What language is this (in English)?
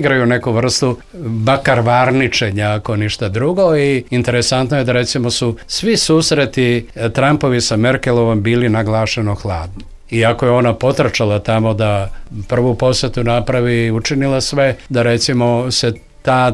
Serbian